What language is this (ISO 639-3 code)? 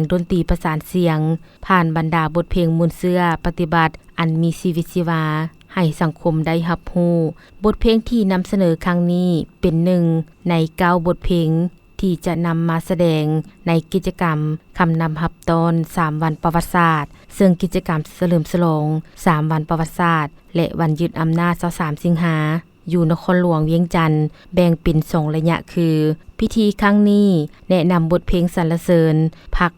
lao